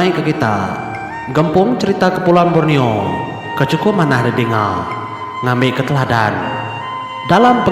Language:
Iban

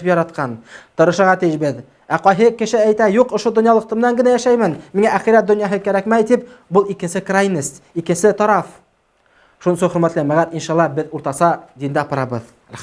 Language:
Bashkir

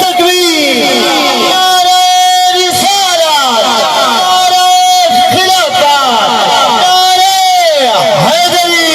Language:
Saraiki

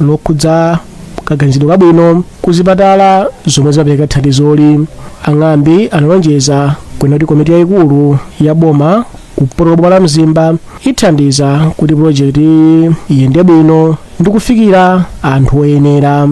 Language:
Nyanja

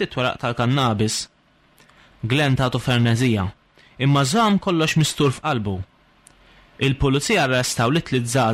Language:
Maltese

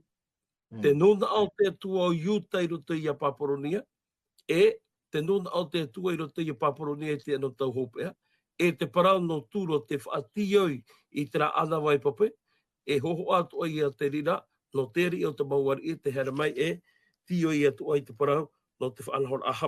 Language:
Tahitian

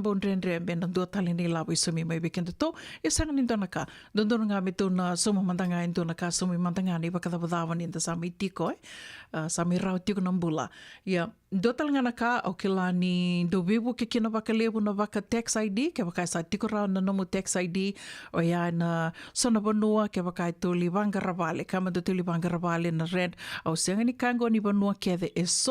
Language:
Fijian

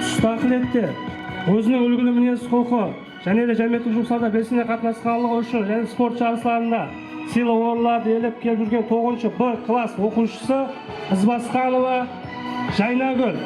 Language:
Kara-Kalpak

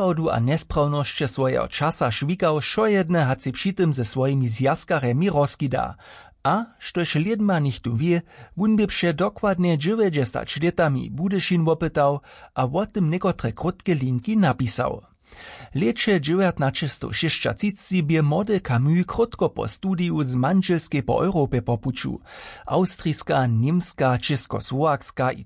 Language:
Upper Sorbian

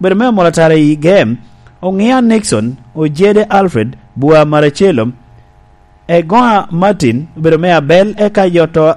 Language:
Lango (Uganda)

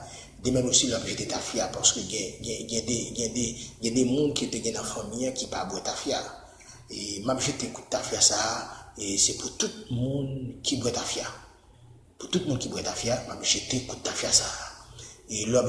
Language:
Haitian Creole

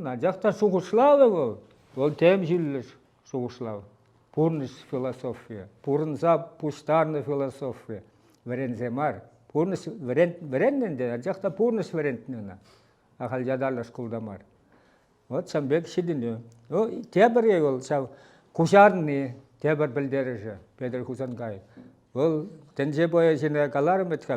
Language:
Chuvash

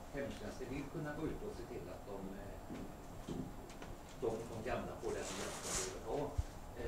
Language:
Swedish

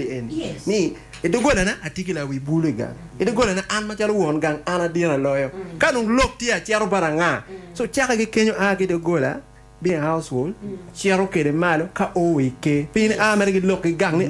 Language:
Acoli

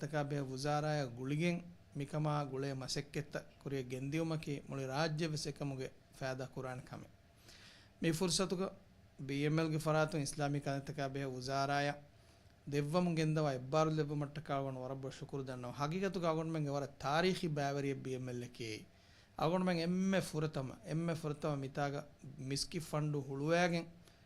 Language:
Divehi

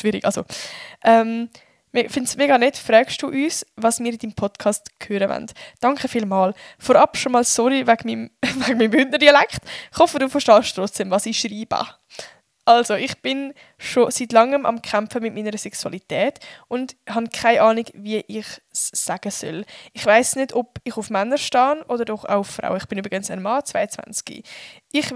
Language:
Swiss German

